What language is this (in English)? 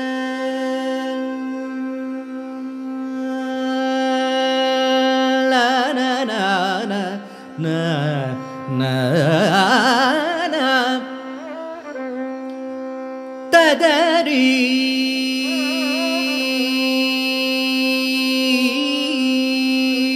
Kannada